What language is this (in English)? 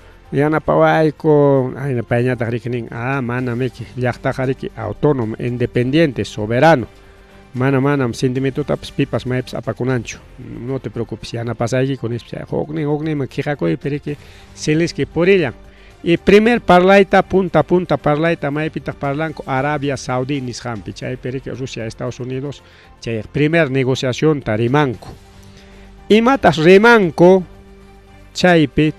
Ayacucho Quechua